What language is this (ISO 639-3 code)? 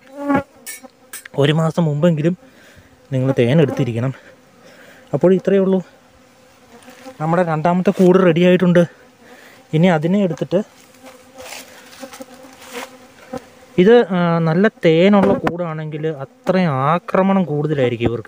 mal